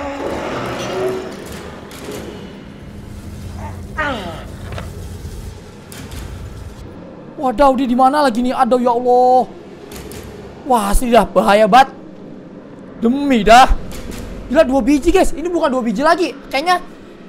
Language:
Indonesian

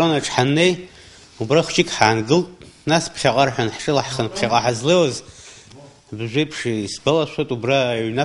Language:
Abkhazian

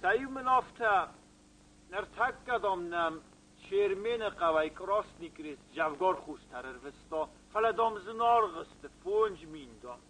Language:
Ossetic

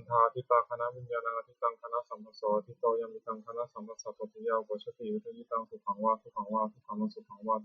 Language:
Pali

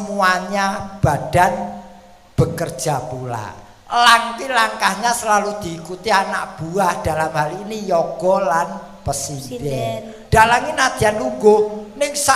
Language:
Javanese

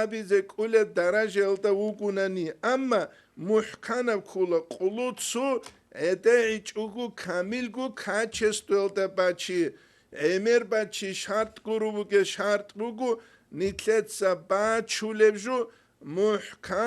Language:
Avaric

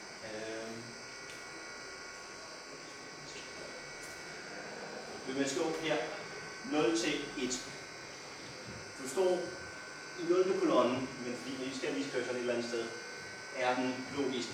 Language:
Danish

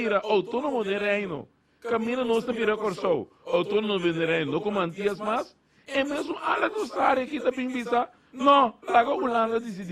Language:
Papiamento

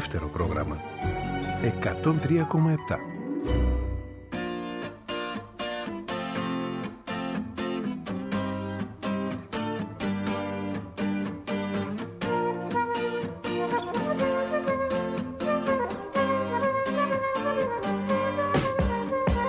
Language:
Greek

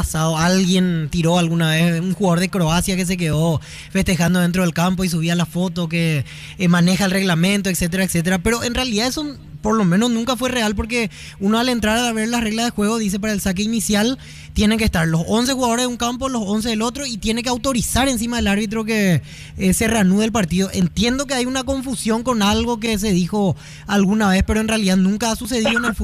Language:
Spanish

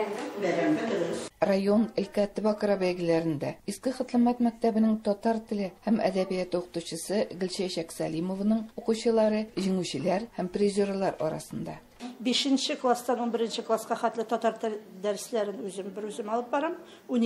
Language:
Tatar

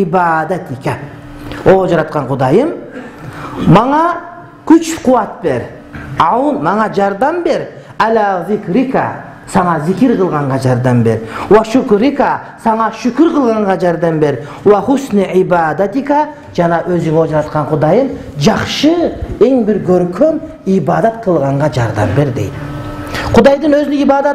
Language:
Kyrgyz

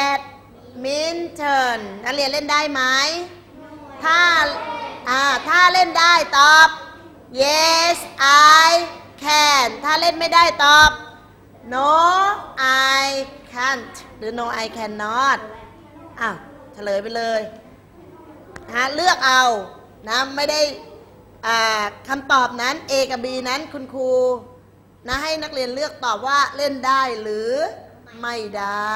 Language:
Thai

